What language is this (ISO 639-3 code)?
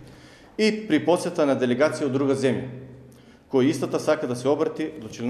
mkd